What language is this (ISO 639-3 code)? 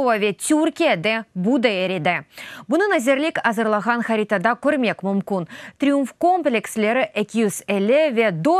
crh